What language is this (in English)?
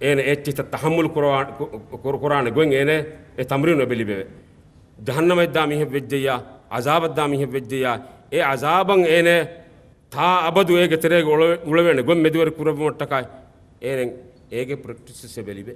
Divehi